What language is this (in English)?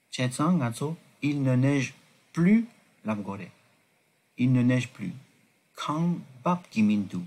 Tibetan